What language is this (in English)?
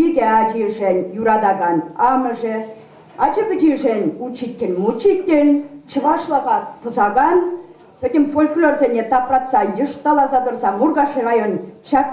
Chuvash